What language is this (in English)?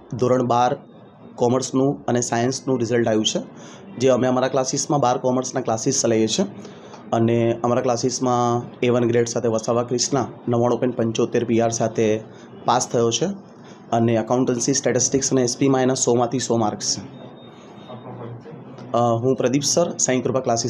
Gujarati